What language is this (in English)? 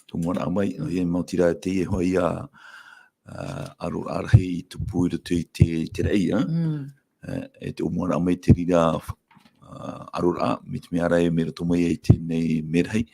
Tahitian